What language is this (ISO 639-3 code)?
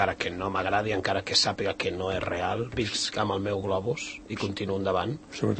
cat